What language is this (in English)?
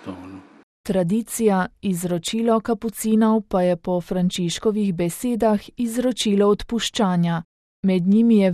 Slovenian